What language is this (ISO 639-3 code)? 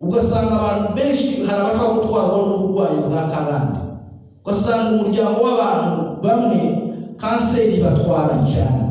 kin